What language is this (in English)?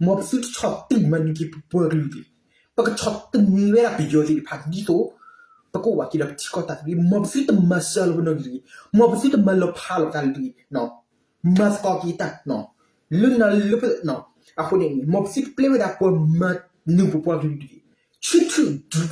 S'gaw Karen